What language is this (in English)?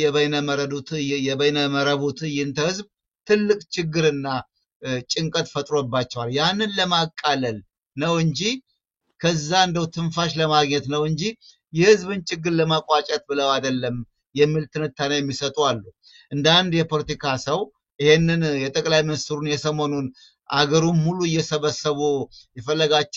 Amharic